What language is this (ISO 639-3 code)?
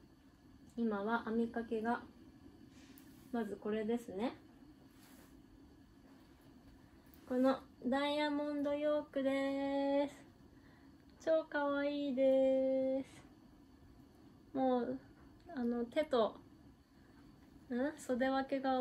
jpn